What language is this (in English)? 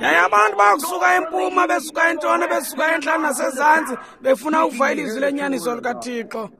Xhosa